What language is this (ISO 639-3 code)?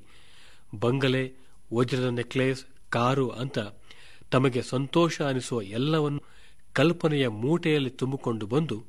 kan